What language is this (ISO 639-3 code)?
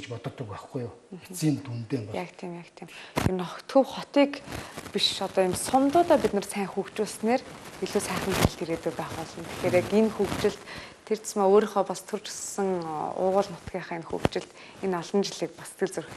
mon